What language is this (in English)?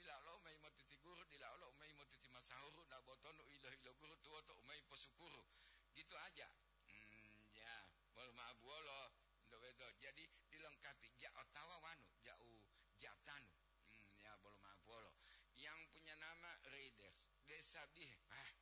Gorontalo